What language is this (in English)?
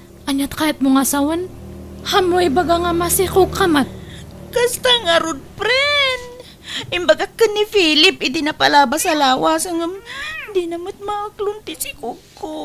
Iloko